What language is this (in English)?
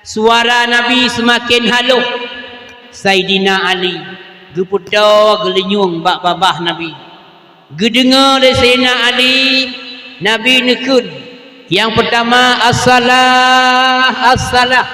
Achinese